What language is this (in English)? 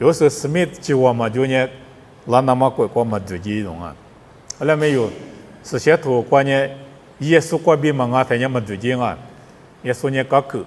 Lisu